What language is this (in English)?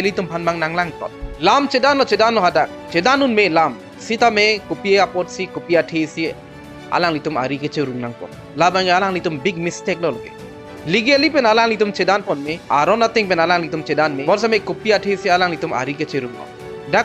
Karbi